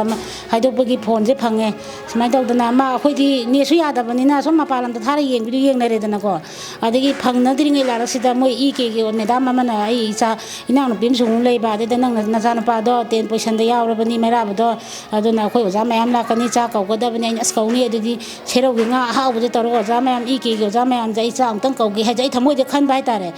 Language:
Manipuri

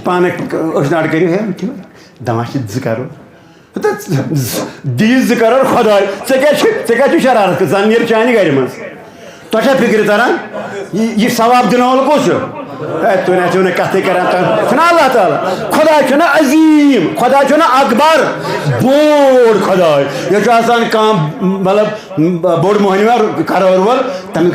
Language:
Kashmiri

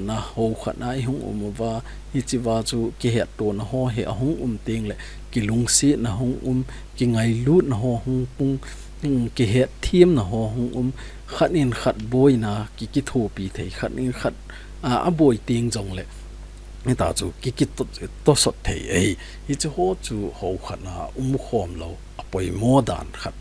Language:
Thado Chin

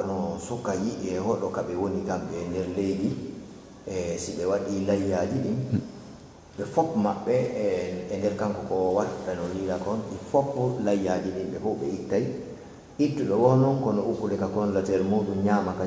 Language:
Fula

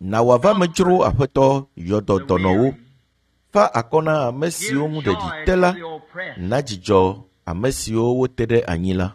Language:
Ewe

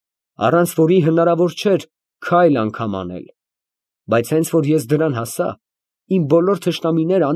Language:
Armenian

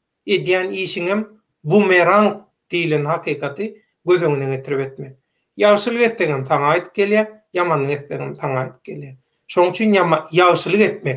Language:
Turkmen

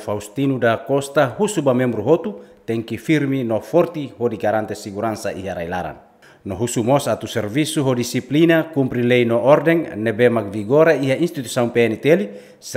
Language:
Tetum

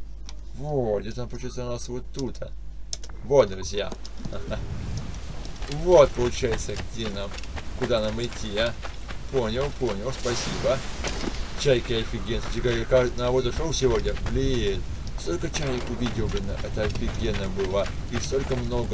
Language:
Russian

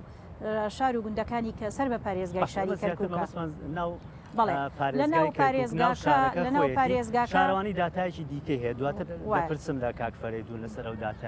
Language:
Central Kurdish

